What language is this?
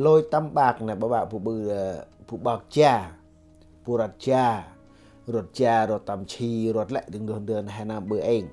Central Mnong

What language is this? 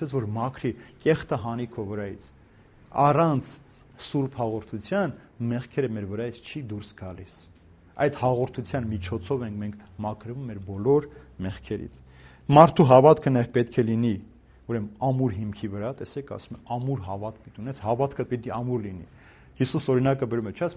Armenian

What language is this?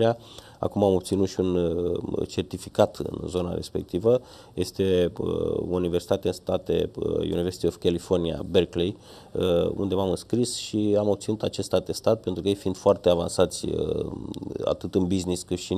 Romanian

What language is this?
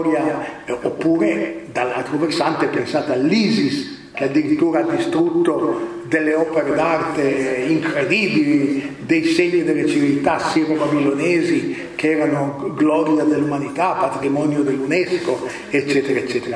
Italian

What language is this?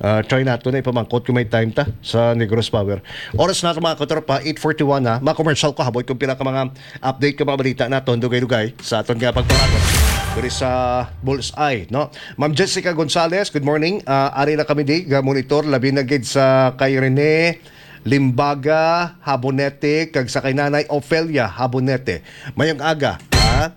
Hiligaynon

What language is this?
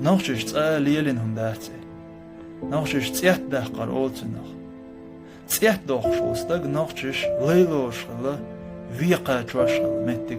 Chechen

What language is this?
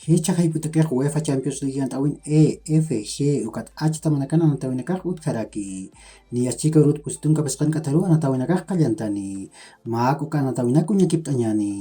Aymara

